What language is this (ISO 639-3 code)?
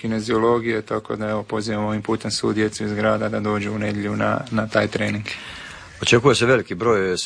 hrv